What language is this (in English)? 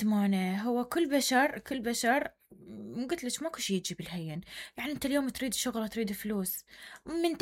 Mesopotamian Arabic